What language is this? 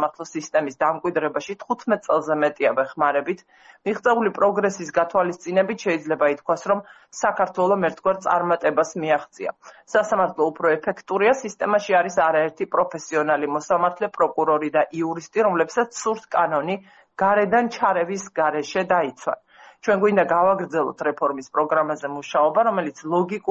Georgian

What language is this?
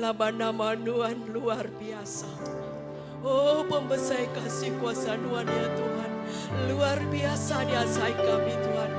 Iban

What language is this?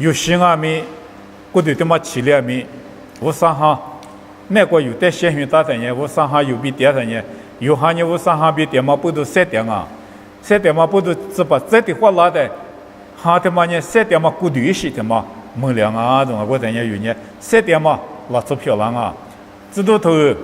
Lisu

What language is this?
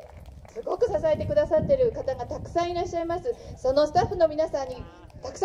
Japanese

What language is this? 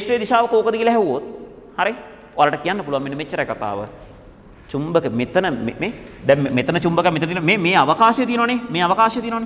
Sinhala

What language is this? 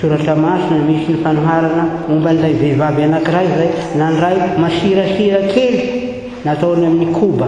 Malagasy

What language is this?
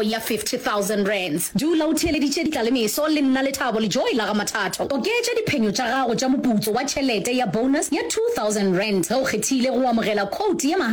Northern Sotho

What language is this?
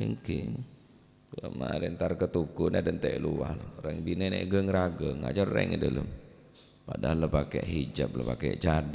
Madurese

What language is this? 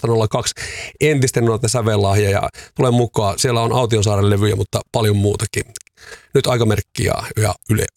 Finnish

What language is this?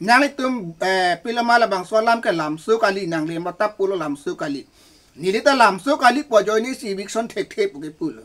Karbi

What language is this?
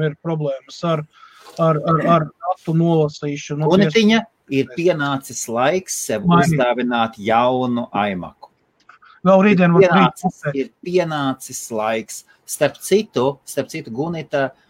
Latvian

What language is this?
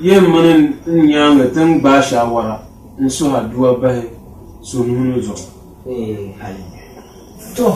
Dagbani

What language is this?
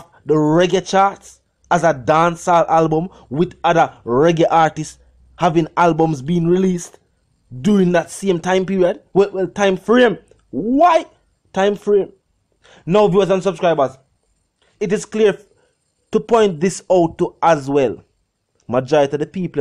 Jamaican Creole English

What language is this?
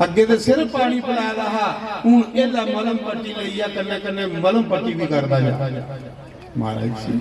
Dogri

